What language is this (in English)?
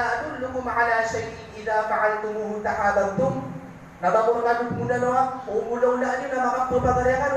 Maranao